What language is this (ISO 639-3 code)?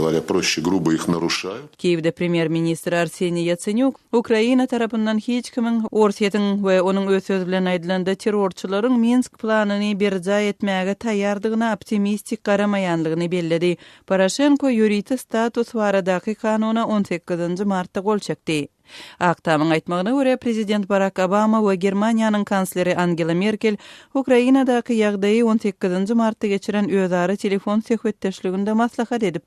tuk